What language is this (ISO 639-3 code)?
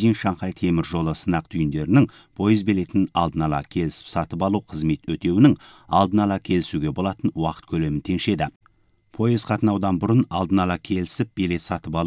kaz